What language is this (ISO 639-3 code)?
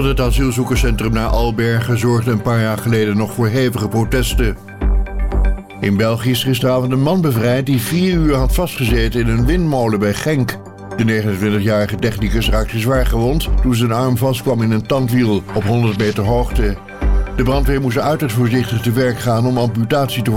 nld